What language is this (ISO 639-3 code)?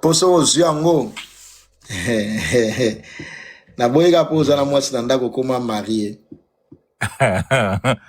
lin